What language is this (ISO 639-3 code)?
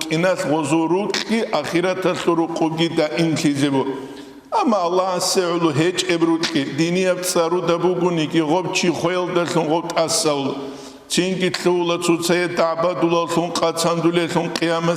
ava